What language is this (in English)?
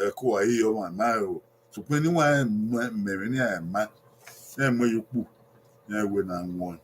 Bini